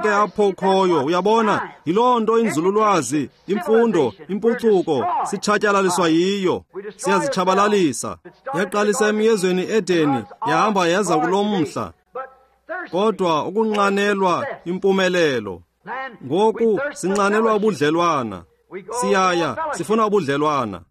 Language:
Xhosa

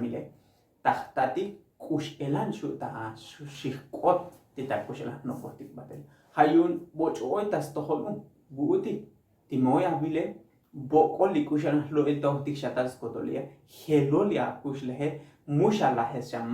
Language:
Tzotzil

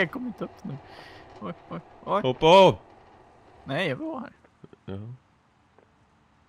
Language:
Swedish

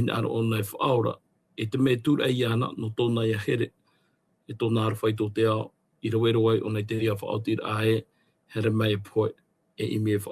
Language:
Tahitian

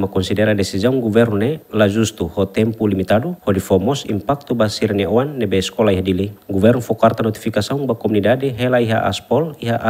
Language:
Tetum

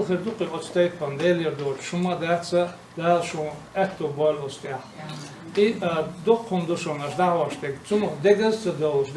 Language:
Chechen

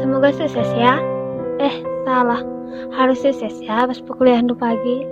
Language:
Batak Karo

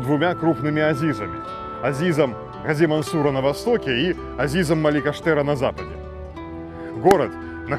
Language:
Russian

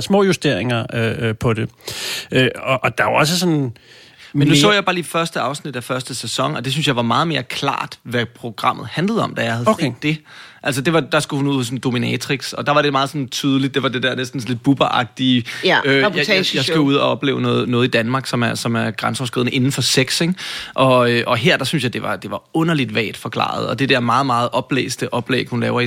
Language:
Danish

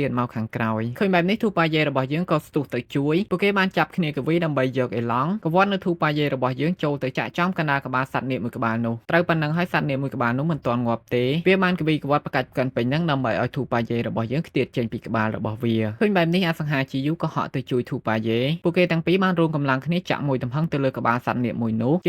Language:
Khmer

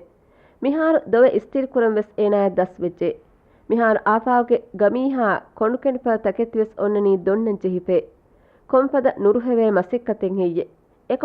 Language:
Divehi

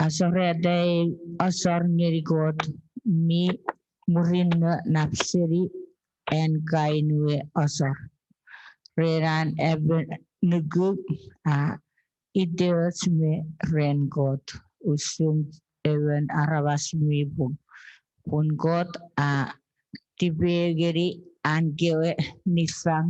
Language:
Chuukese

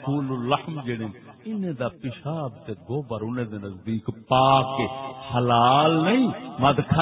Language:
Saraiki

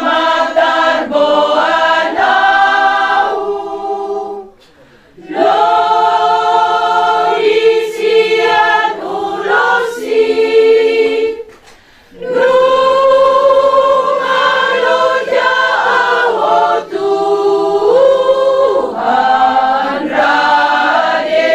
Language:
Batak Toba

